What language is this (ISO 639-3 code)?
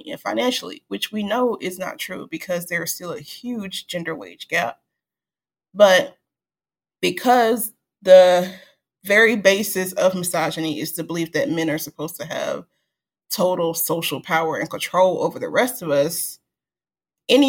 eng